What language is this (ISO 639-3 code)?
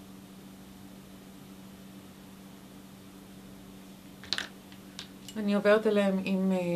heb